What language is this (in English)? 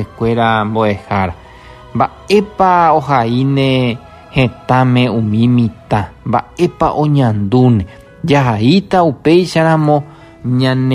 Guarani